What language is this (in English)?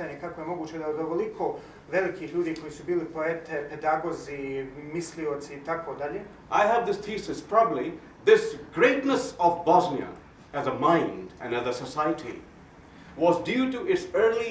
Bosnian